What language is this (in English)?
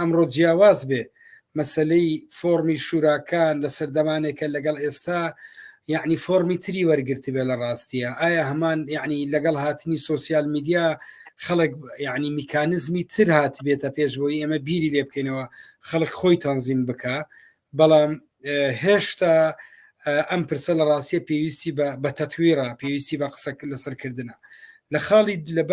Central Kurdish